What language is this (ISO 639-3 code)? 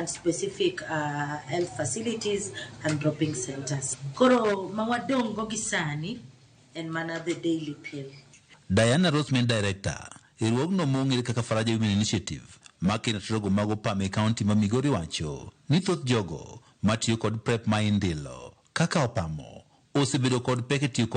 luo